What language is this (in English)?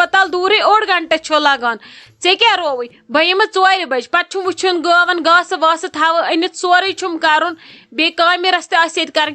Kashmiri